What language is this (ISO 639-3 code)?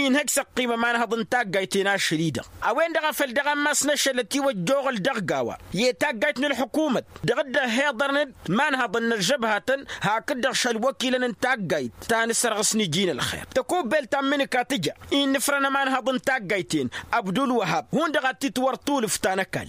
taq